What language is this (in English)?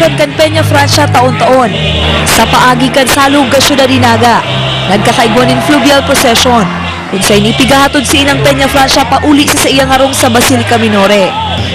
Bikol